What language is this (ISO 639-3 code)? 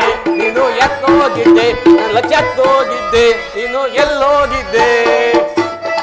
kan